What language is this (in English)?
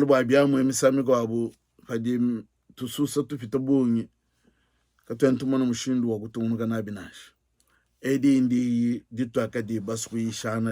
Luba-Lulua